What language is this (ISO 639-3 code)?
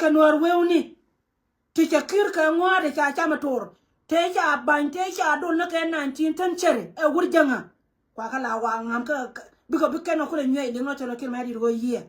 nus